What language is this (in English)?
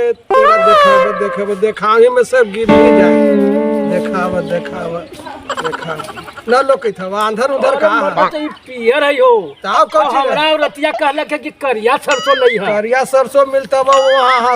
Magahi